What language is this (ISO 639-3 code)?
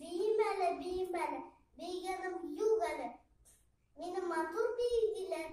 tat